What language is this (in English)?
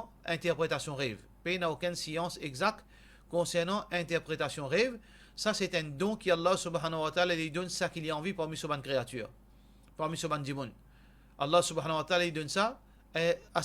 Morisyen